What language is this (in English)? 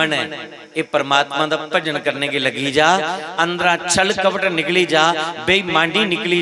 Dogri